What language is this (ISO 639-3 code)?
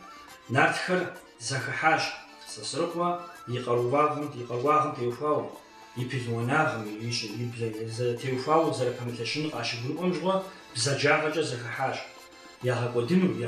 kbd